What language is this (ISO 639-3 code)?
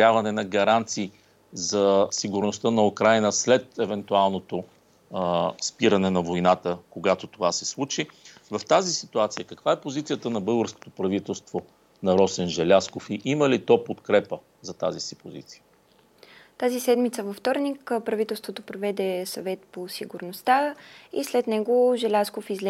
bul